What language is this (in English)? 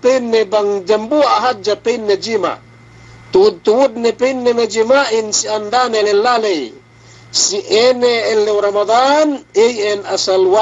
Yakan